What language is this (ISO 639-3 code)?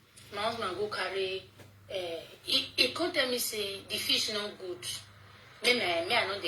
pcm